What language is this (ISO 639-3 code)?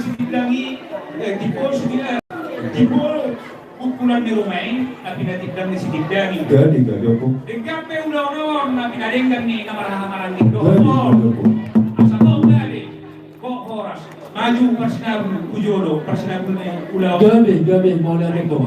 bbc